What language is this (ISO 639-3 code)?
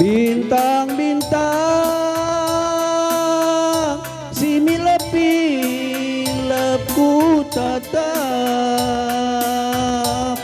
btx